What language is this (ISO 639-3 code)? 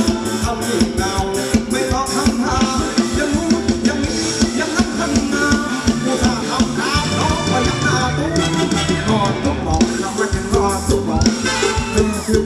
tha